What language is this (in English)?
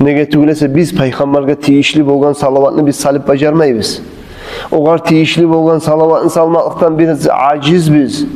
Kumyk